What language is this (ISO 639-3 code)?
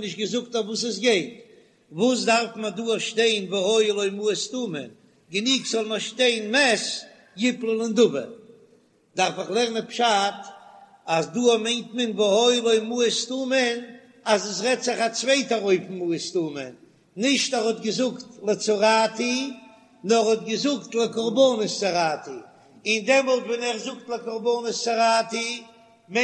yid